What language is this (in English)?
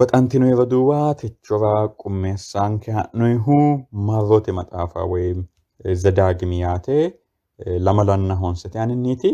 Sidamo